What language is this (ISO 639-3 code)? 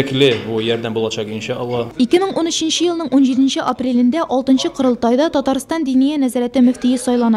tat